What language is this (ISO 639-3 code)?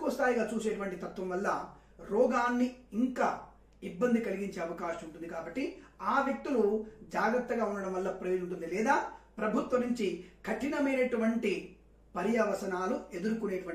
tel